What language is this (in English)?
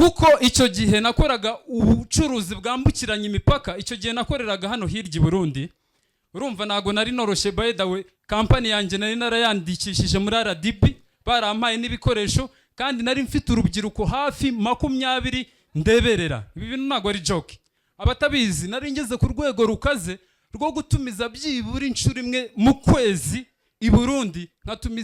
Kinyarwanda